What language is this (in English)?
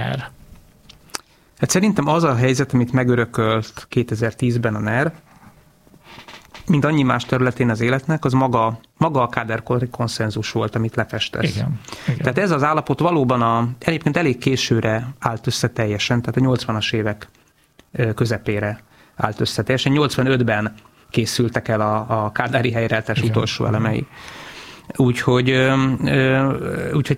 Hungarian